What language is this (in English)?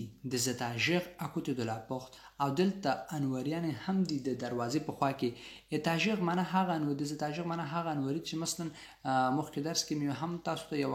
Pashto